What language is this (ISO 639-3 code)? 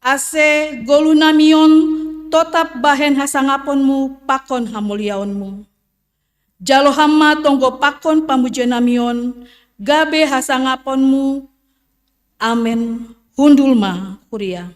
bts